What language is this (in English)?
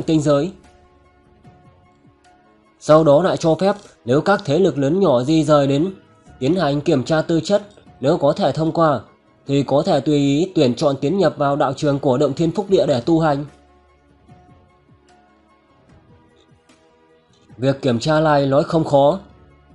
Vietnamese